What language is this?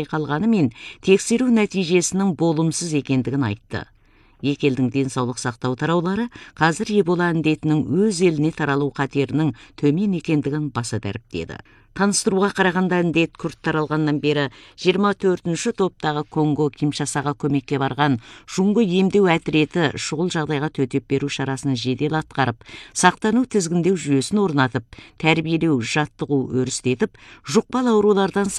Kazakh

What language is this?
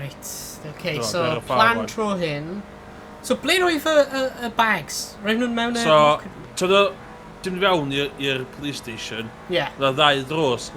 Welsh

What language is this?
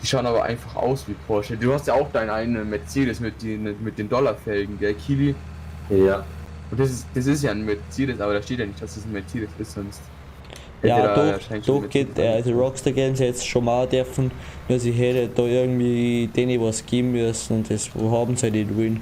Bavarian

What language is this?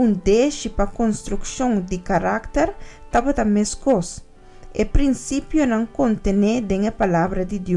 Papiamento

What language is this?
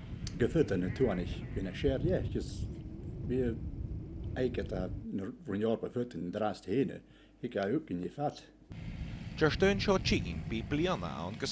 Scottish Gaelic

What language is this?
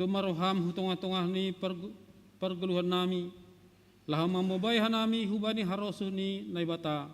Batak Simalungun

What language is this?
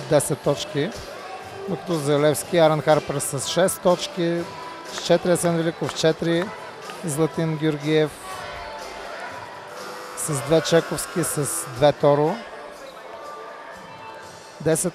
Bulgarian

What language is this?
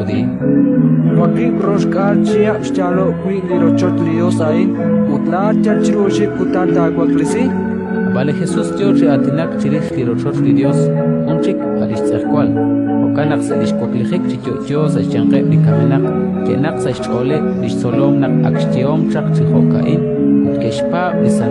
Kekchí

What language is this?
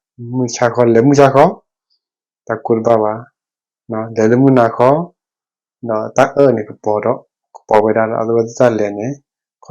S'gaw Karen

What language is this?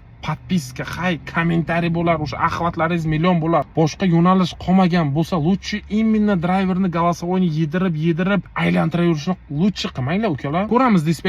Uzbek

